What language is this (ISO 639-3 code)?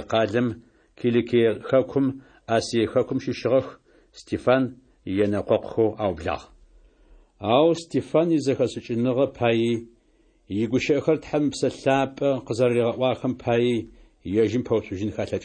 ady